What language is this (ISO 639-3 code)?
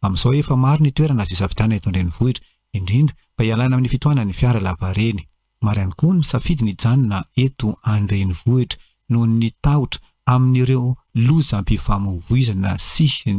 mlg